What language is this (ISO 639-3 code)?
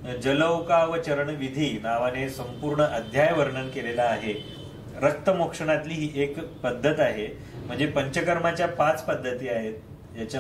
mar